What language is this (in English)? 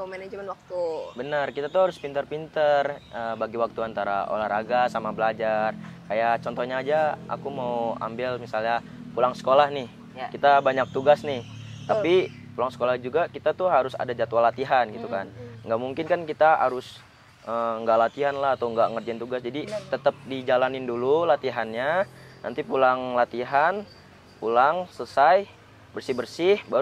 Indonesian